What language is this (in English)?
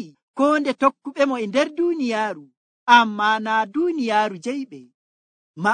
Nigerian Fulfulde